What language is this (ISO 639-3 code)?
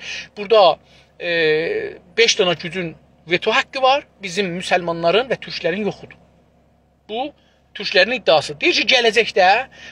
azb